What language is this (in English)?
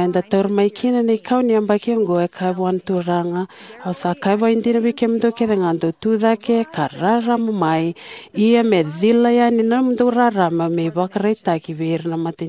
Fijian